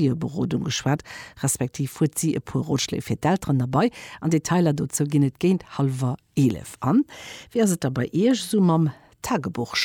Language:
Luxembourgish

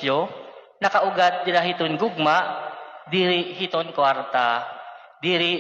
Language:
Waray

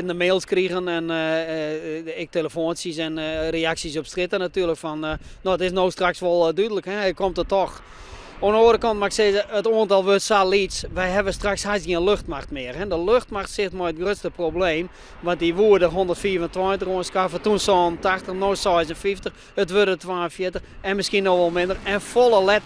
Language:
Western Frisian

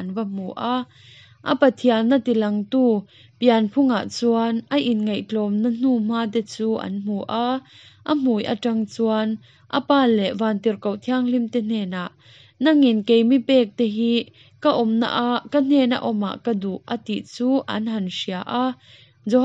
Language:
Hakha Chin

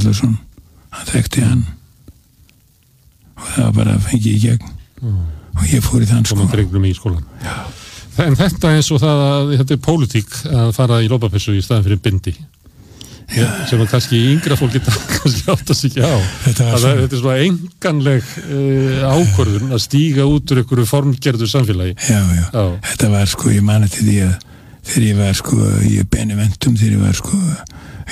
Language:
Icelandic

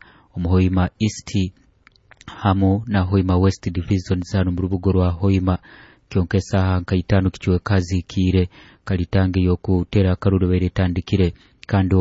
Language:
Nyoro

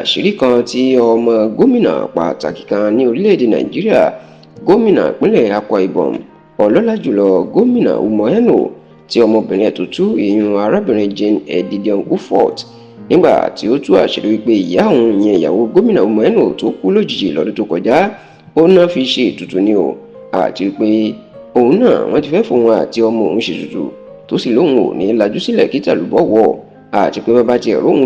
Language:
Yoruba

